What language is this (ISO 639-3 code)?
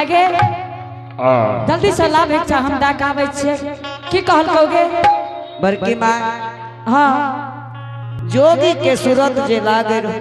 anp